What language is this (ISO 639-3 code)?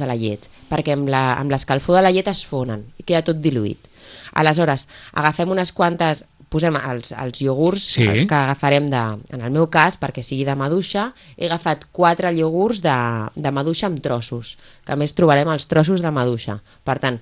cat